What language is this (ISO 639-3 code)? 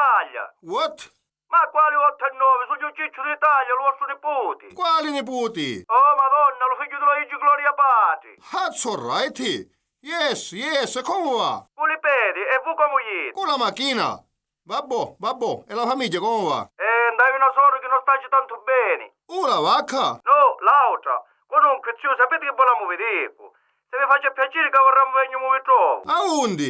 scn